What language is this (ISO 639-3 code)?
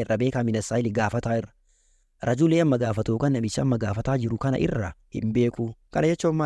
orm